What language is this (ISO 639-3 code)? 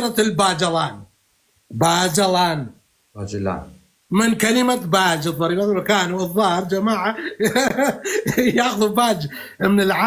apc